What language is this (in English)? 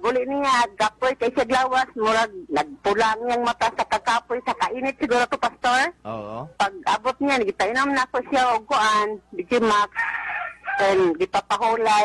Cebuano